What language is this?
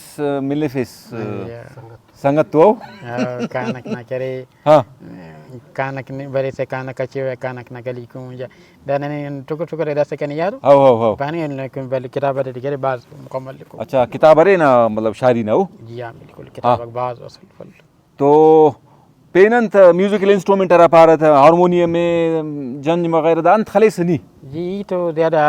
Brahui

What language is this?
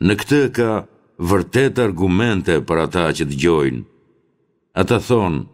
Albanian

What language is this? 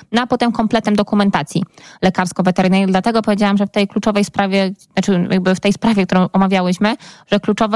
Polish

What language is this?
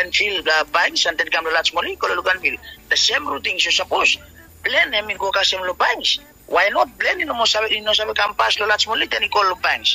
Bislama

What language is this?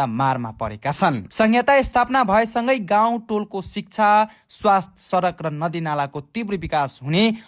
Nepali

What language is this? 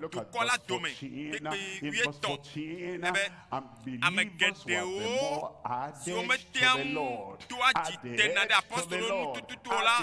Ewe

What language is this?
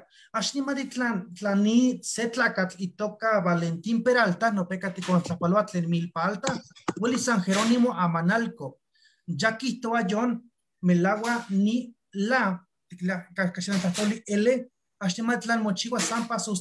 Eastern Huasteca Nahuatl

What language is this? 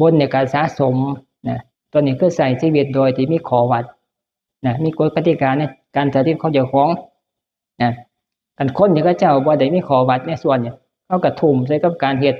Northeastern Thai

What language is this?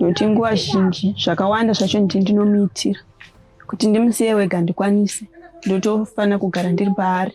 Shona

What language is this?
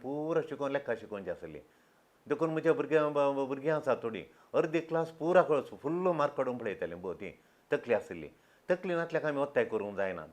Konkani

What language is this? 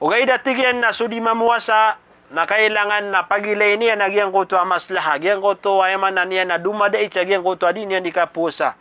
Maranao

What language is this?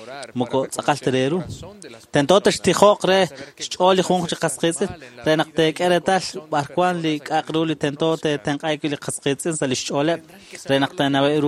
Kekchí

